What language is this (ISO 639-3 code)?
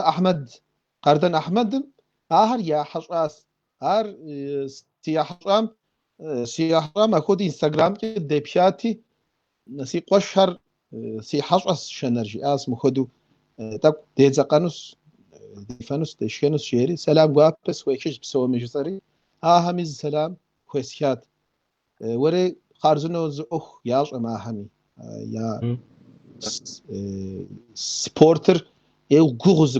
kbd